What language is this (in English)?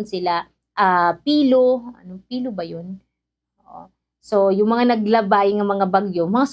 Waray